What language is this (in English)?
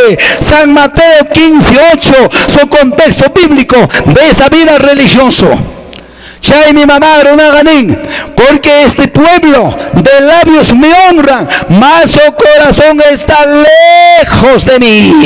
Quechua